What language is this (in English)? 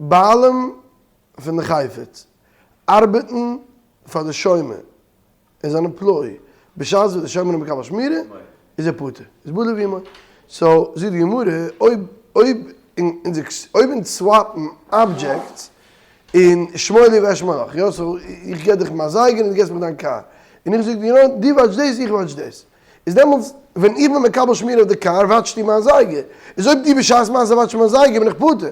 Yiddish